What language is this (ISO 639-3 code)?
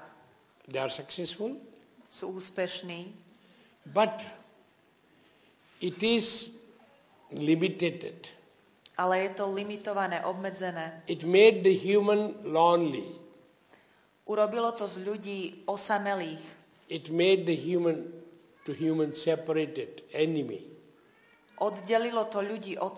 slk